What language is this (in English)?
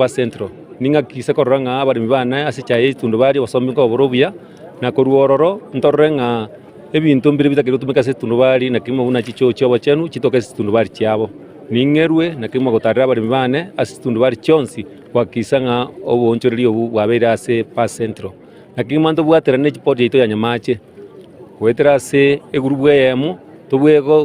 Gusii